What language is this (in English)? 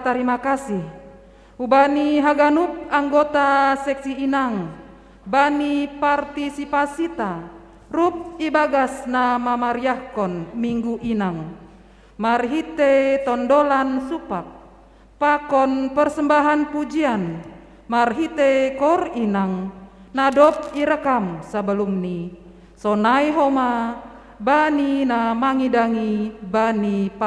Batak Simalungun